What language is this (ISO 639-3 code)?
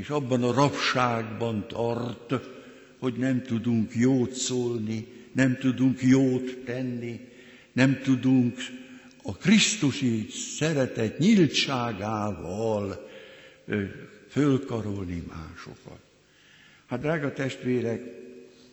hun